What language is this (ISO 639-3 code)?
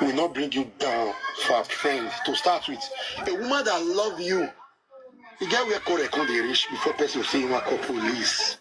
pcm